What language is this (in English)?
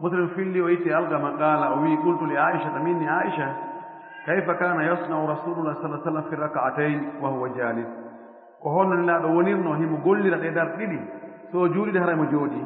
Fula